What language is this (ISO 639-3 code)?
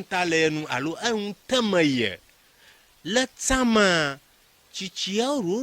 ewe